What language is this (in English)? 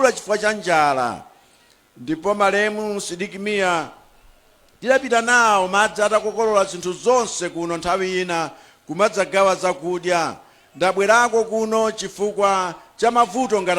Nyanja